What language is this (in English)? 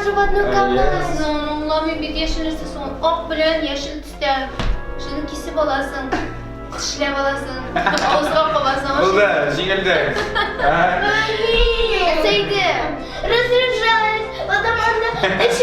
Tatar